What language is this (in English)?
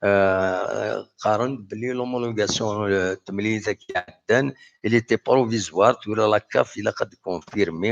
Kabyle